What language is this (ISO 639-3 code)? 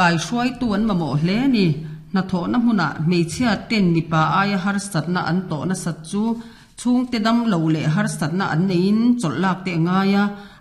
lus